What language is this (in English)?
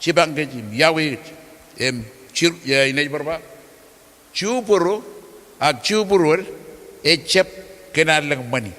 Marshallese